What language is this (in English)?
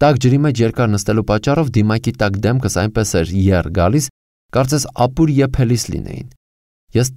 Armenian